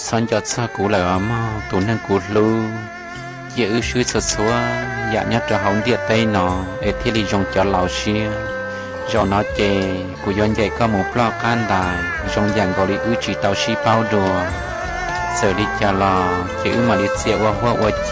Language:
Hmong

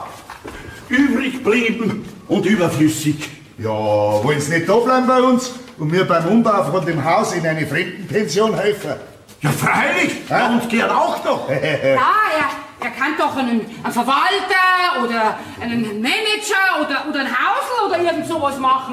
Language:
Bavarian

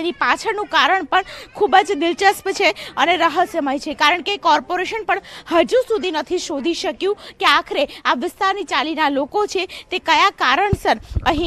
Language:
Gujarati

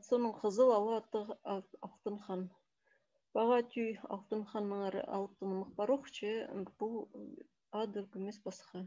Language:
Khakas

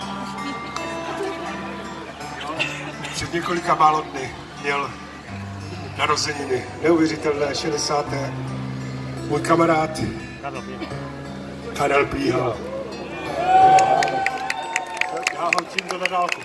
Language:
Czech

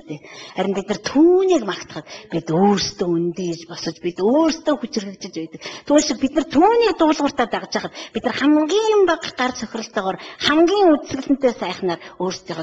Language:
Mongolian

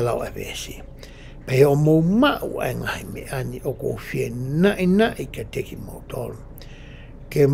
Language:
Tongan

